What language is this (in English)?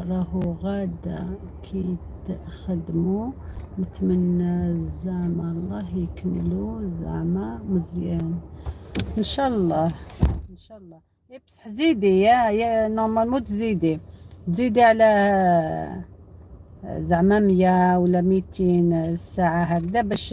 Algerian Arabic